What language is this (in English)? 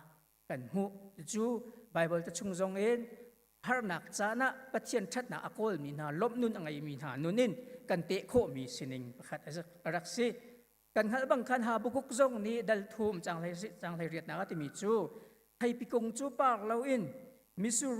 Hakha Chin